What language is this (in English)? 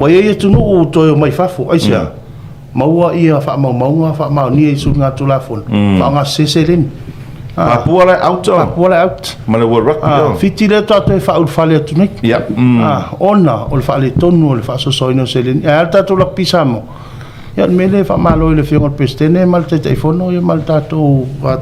Samoan